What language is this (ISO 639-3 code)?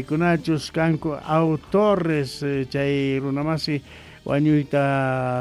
quh